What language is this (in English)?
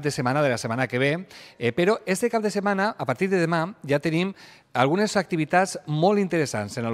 Catalan